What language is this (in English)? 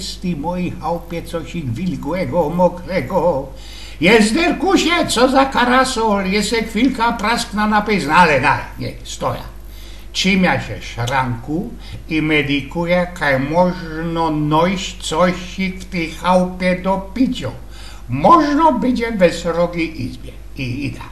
Silesian